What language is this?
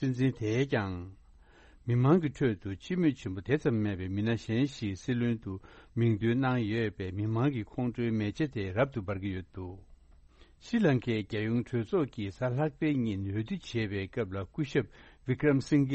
Tibetan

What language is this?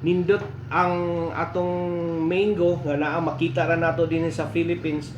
Cebuano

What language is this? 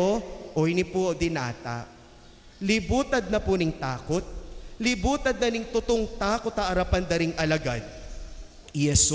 Pampanga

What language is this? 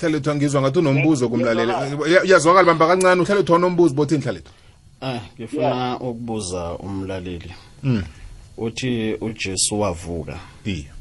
South Ndebele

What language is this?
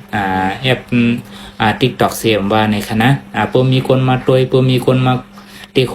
Shan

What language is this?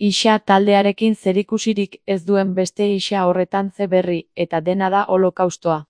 Basque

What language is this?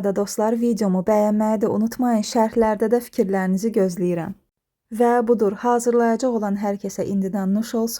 Azerbaijani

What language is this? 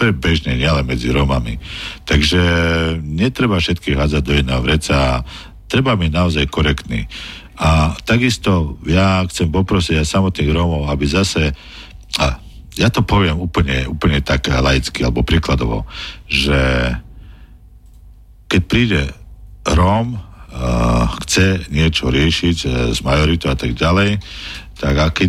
Slovak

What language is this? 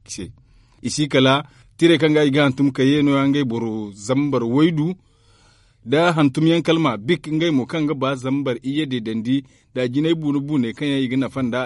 Zarma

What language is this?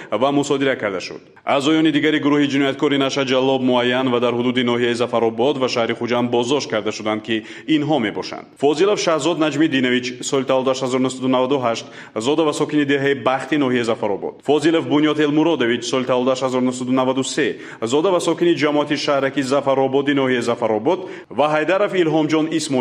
Tajik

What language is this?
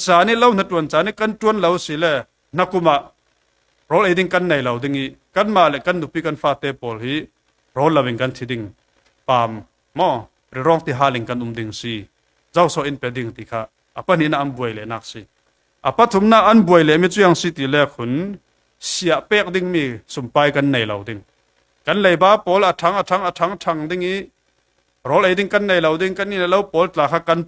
Falam Chin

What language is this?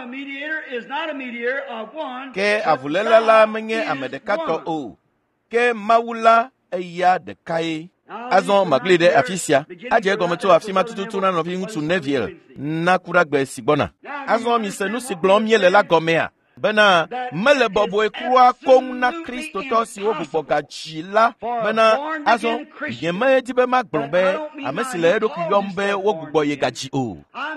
Ewe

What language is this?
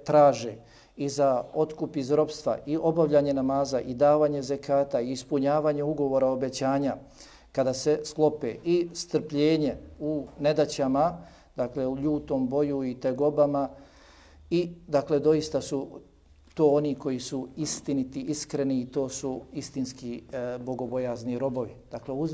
Bosnian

